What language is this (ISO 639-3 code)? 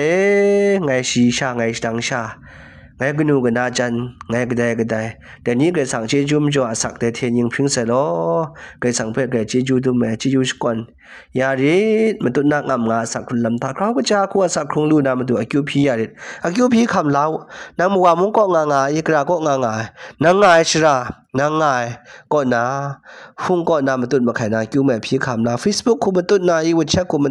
kac